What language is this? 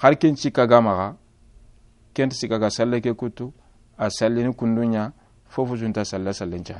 Soninke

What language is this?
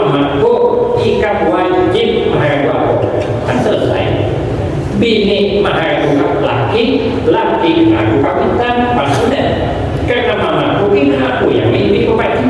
Banjar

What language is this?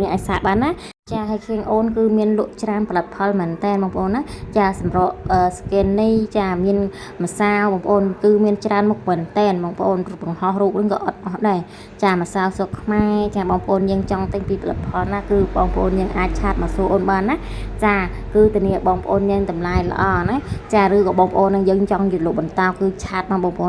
Khmer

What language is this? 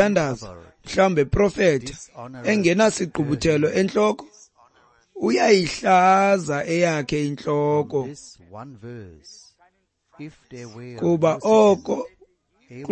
Xhosa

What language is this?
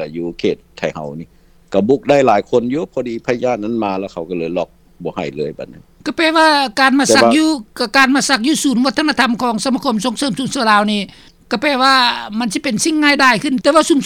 Lao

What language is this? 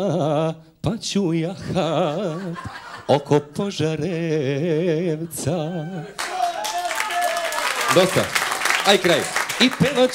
Serbian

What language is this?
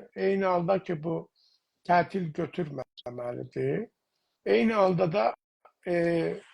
South Azerbaijani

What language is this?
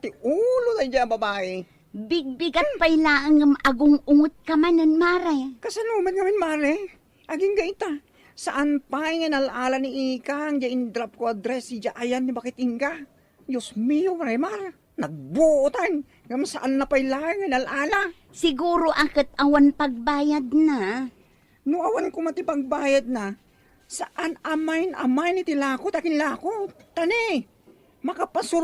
Iloko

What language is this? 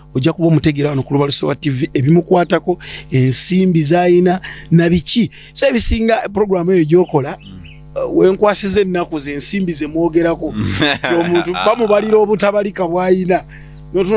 Ganda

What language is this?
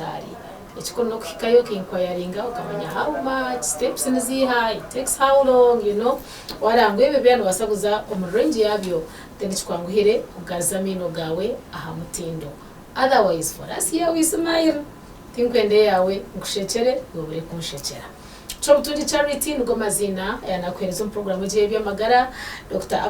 Nyankole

